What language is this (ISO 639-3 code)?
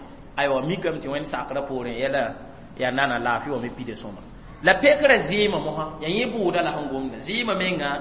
mos